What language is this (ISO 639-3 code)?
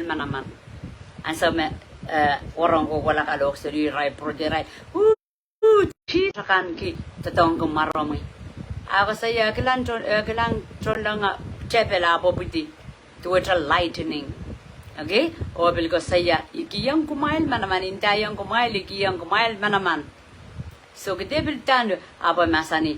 pon